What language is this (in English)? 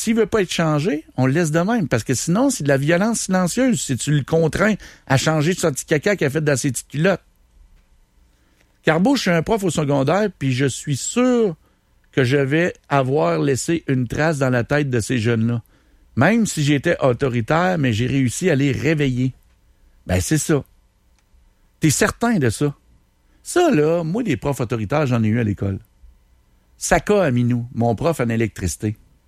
French